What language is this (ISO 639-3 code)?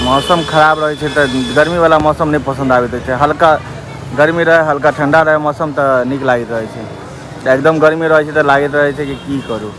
mai